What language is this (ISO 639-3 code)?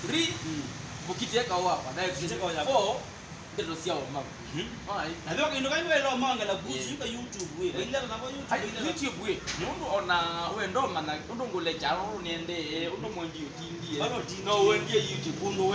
kam